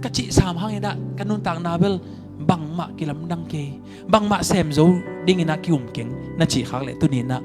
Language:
Tedim Chin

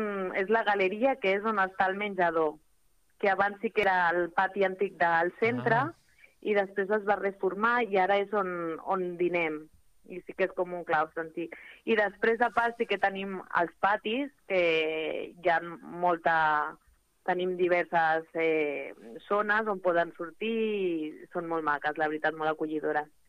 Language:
Catalan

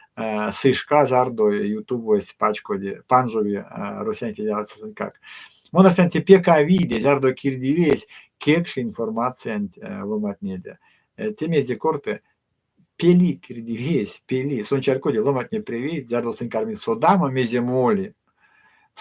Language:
Erzya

